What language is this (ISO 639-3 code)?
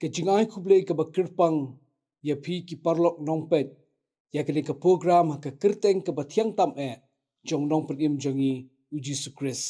kha